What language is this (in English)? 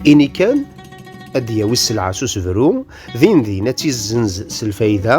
Kabyle